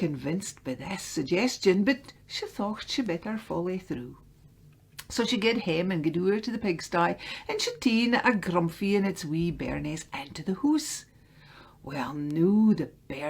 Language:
Scots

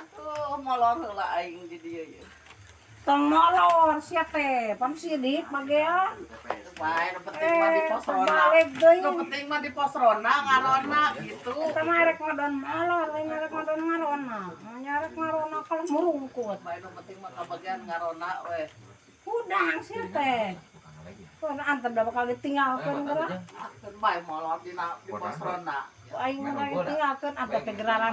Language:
Sundanese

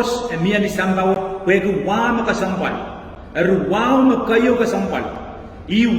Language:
Pohnpeian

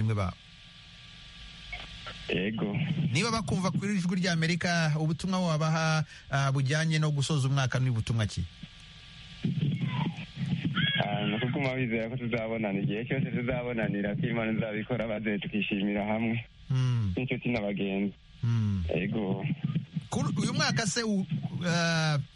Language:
Kinyarwanda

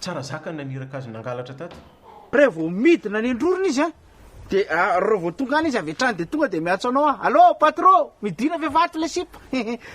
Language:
Malagasy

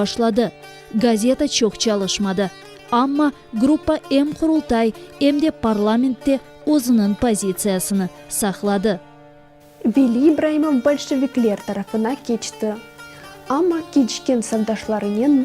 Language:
Crimean Tatar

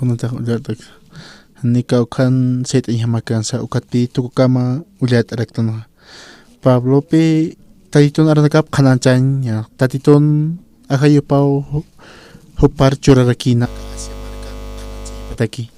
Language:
Aymara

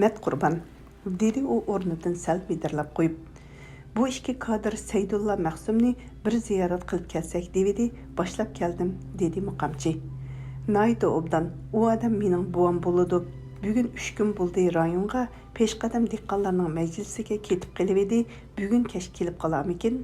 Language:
Uyghur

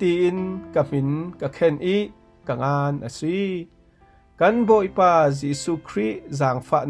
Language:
Falam Chin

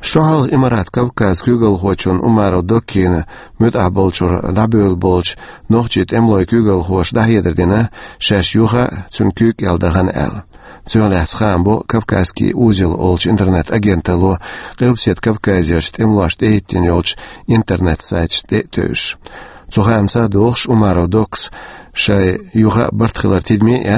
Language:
Chechen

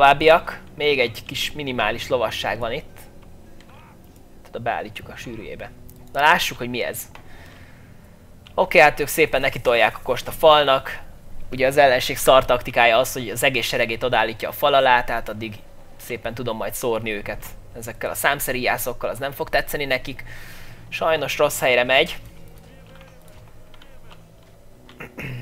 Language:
Hungarian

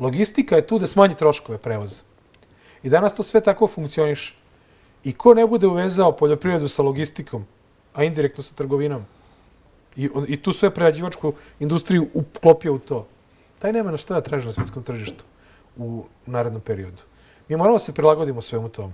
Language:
Serbian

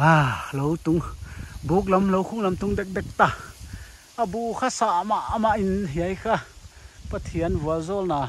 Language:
Paite Chin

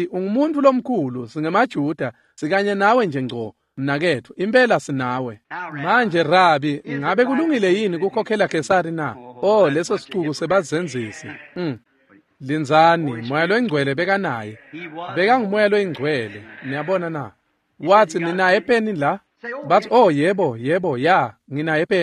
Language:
Swati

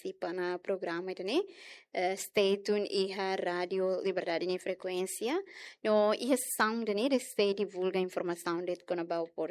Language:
Tetum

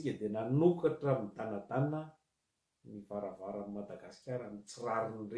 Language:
Malagasy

